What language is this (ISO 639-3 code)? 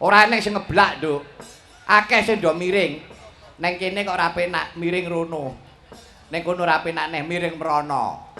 jav